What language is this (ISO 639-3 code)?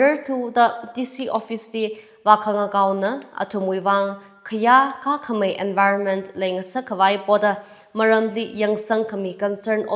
nmf